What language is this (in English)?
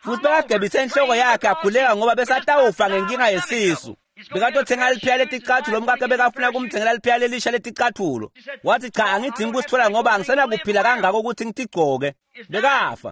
Swati